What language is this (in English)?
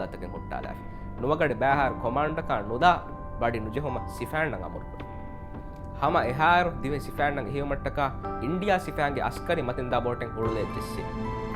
Divehi